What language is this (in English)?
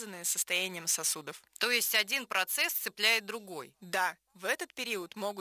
Russian